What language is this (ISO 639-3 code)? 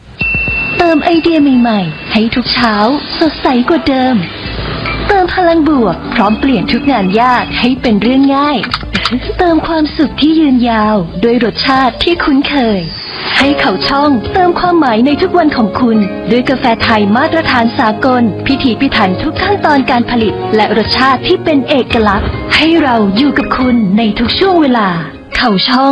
tha